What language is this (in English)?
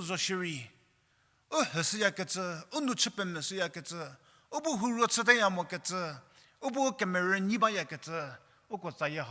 Angami Naga